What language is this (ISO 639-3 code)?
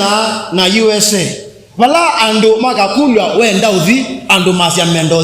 kam